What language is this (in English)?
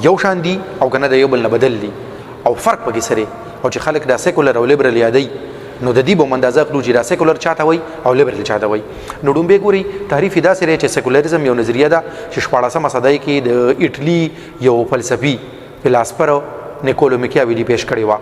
Pashto